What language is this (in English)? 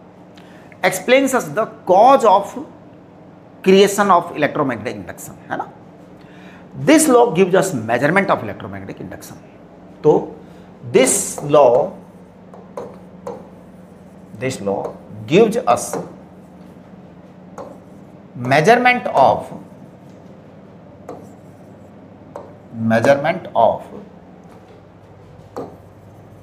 Hindi